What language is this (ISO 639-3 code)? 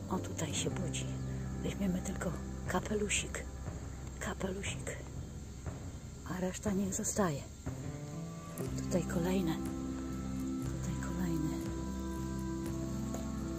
pol